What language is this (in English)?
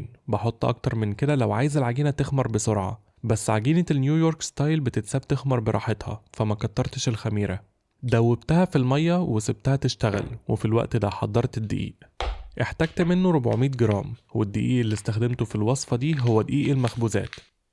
Egyptian Arabic